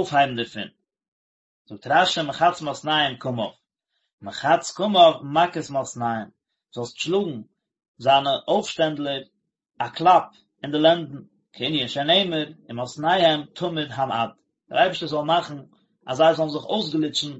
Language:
Yiddish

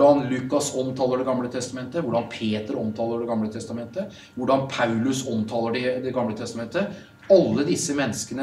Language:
Norwegian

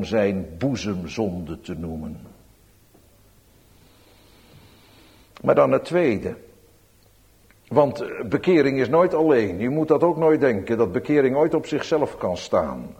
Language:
Dutch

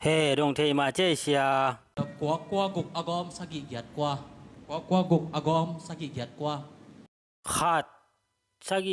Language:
Tedim Chin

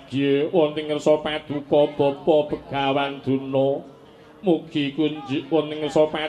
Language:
Javanese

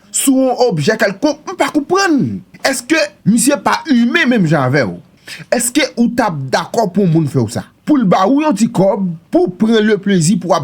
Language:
Haitian Creole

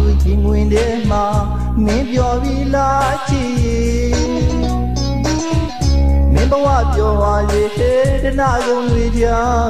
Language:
Burmese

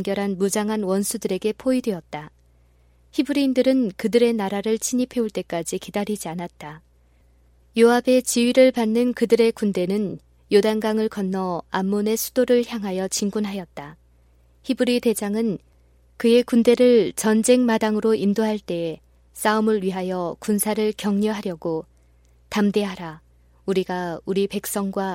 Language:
Korean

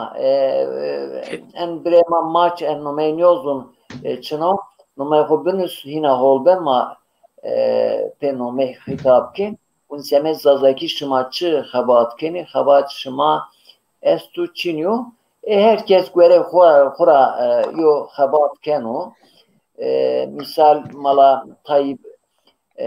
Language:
Zaza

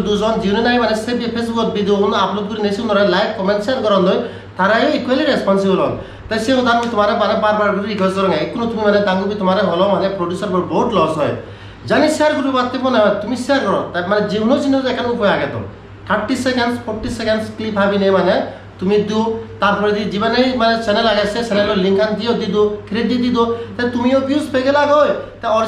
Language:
Chakma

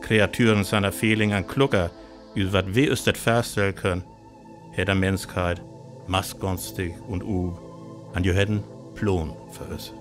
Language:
Northern Frisian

